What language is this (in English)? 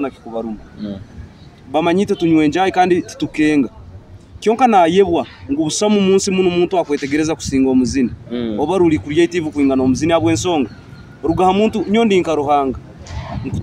Nyoro